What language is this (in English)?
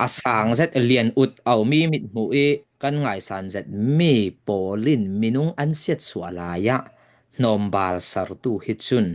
Falam Chin